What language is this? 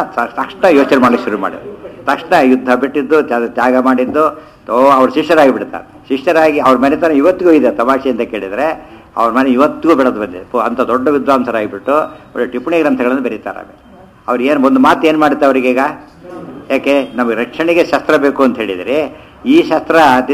Kannada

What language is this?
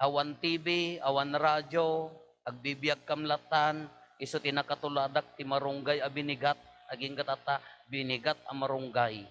Iloko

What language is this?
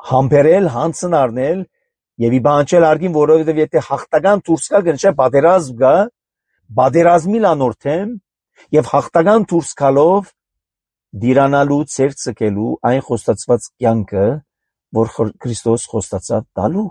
Armenian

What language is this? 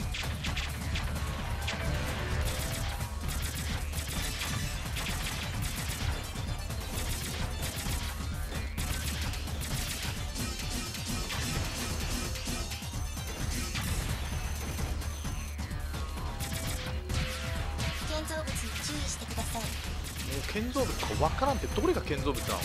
Japanese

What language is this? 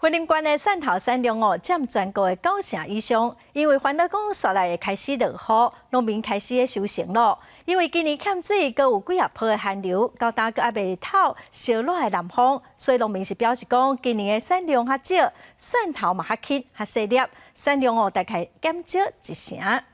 Min Nan Chinese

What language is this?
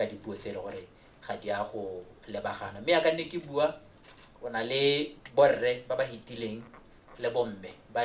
Tswana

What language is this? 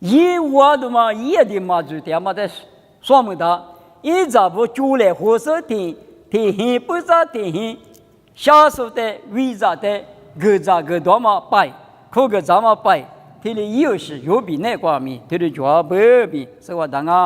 Lisu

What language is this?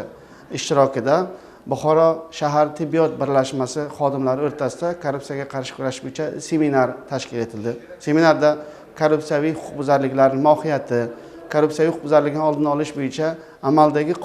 Uzbek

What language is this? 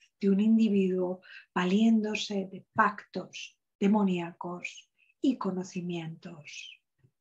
Spanish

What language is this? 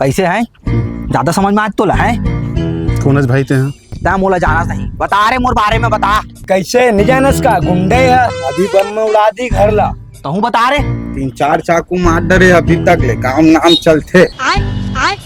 Chhattisgarhi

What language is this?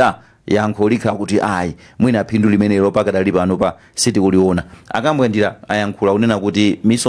Nyanja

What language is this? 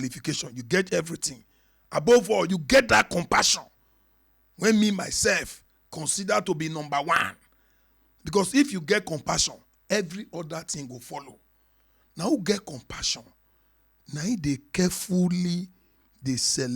Nigerian Pidgin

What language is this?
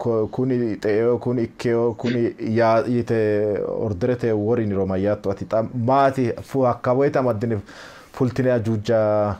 Sidamo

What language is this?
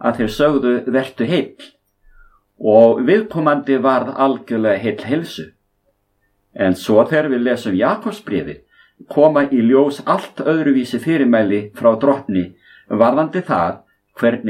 Icelandic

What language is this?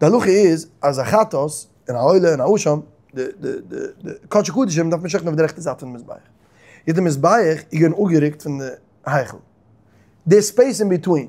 Yiddish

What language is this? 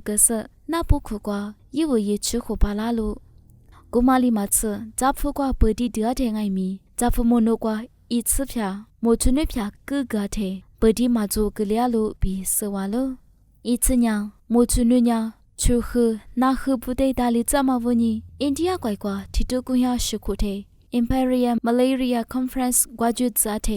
Lisu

